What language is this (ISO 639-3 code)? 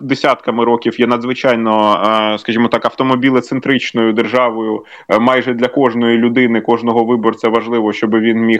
ukr